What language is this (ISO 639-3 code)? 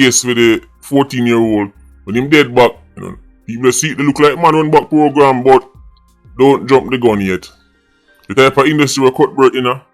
jam